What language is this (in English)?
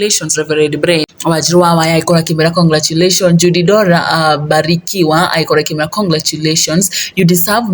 Kikuyu